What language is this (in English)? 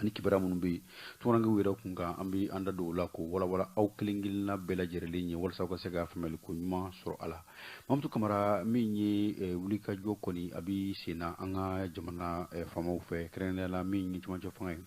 Bambara